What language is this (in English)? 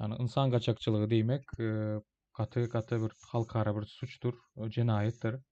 Turkmen